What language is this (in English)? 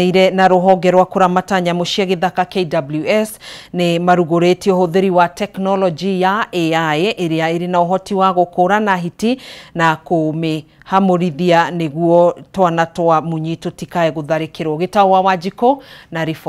Kikuyu